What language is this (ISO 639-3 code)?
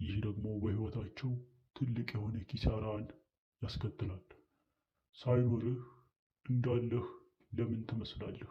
amh